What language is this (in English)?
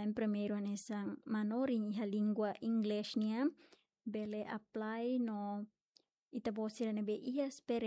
Tetum